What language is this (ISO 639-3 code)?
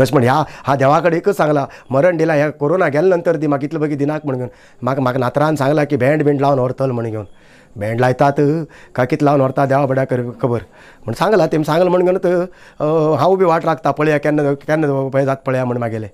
kok